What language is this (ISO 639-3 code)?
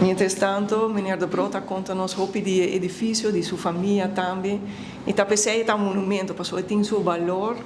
pap